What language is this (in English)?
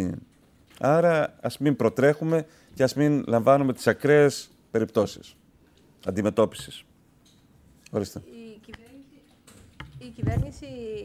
Greek